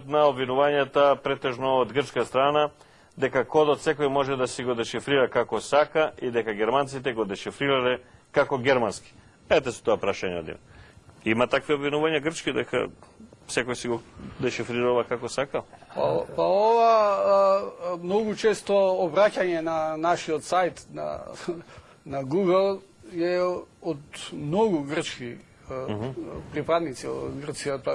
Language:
Macedonian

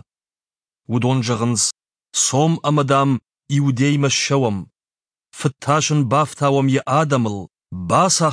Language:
Ossetic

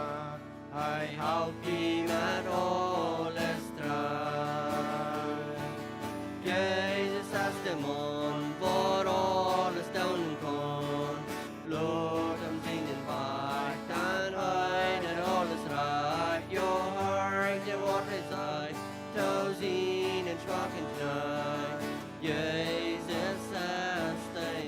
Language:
Plautdietsch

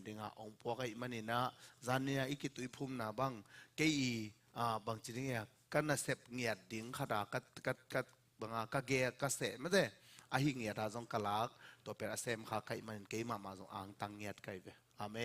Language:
Tedim Chin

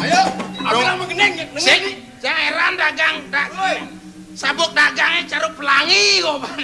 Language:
Balinese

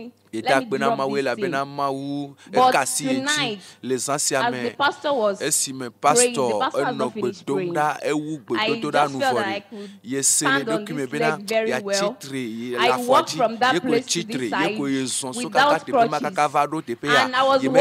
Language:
Ewe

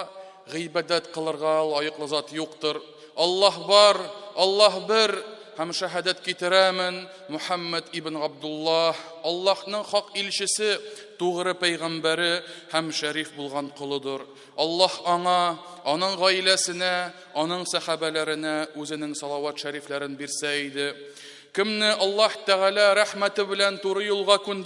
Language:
Tatar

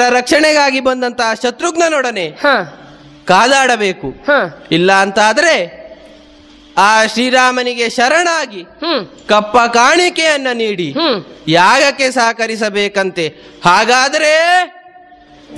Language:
Kannada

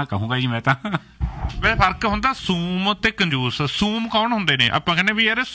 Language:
Punjabi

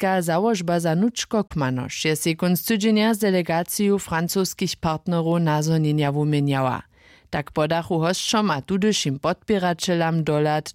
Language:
Upper Sorbian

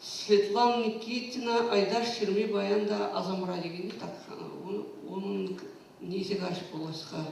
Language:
Chuvash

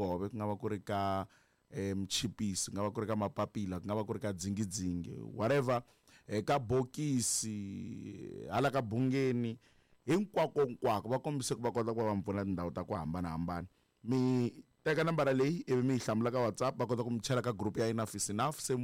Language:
Tsonga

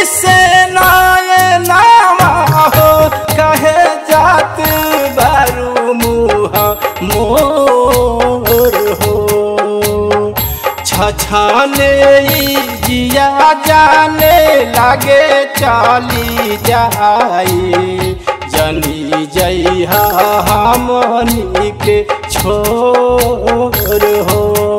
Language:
Bhojpuri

